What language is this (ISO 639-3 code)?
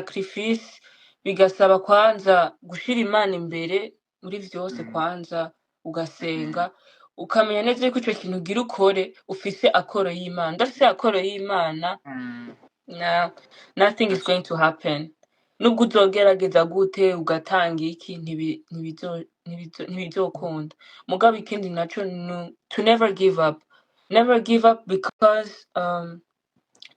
run